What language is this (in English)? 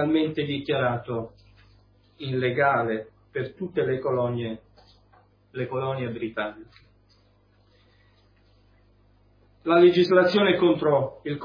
Italian